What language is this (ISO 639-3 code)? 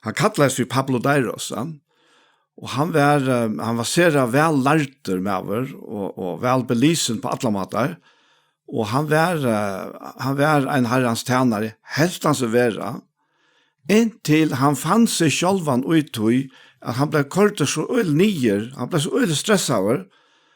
fao